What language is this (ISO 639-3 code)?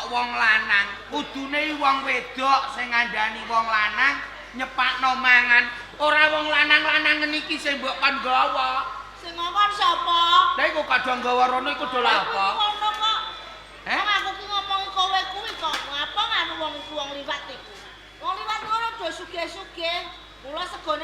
jav